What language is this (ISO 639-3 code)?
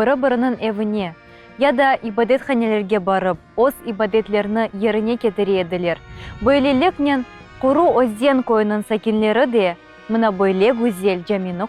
crh